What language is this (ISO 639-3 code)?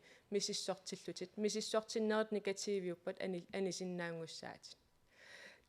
kal